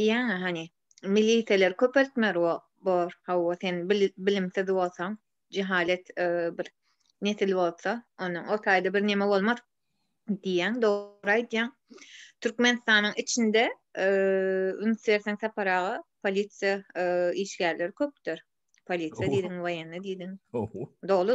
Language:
Turkmen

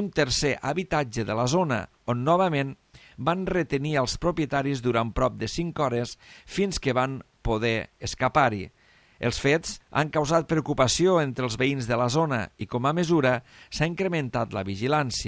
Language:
Catalan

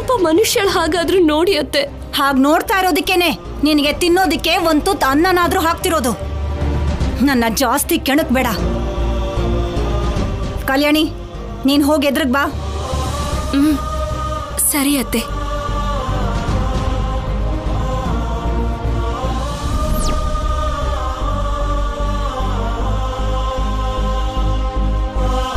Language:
Kannada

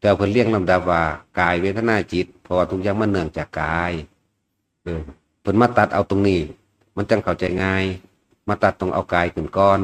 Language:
Northeastern Thai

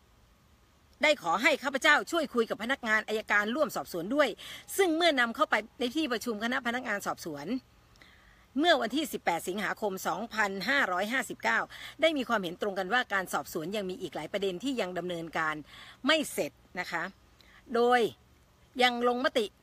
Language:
Thai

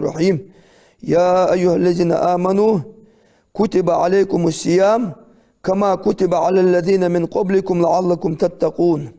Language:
Ingush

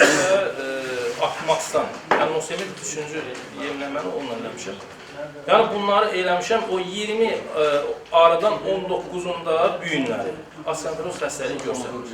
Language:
Azerbaijani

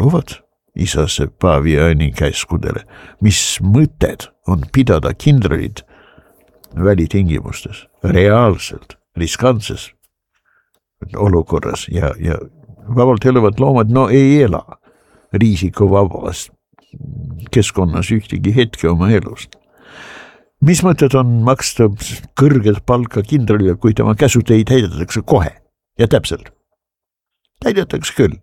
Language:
Estonian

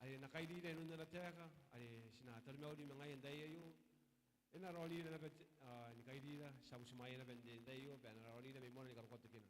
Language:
Gilbertese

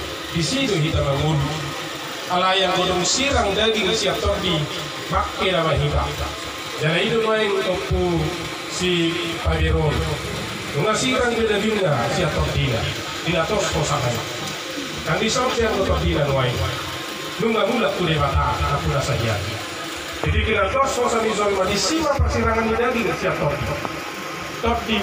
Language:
Batak Toba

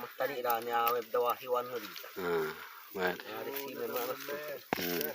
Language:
Xavánte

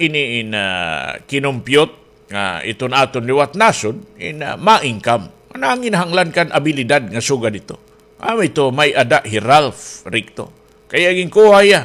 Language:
Waray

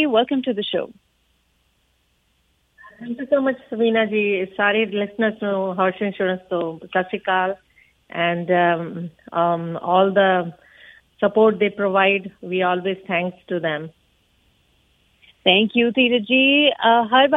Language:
Punjabi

